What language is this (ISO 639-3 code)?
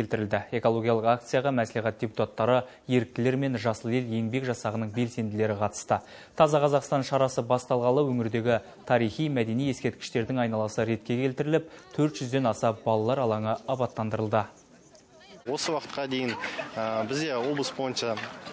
kaz